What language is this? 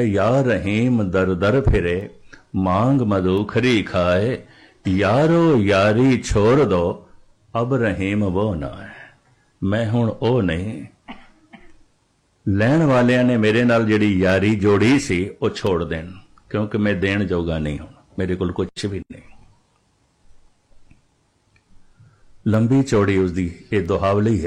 Punjabi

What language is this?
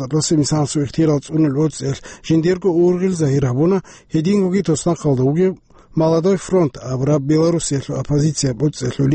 Avaric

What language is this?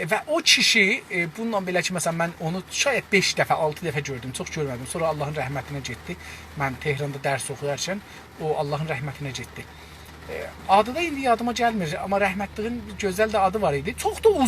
South Azerbaijani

